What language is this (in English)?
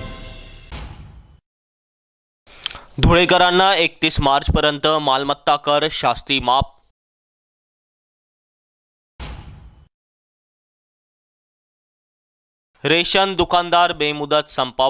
Marathi